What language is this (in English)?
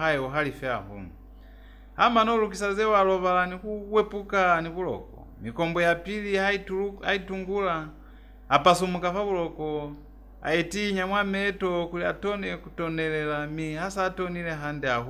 Lozi